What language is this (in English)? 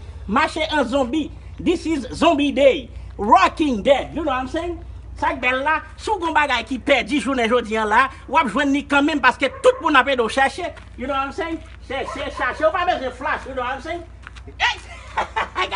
Haitian Creole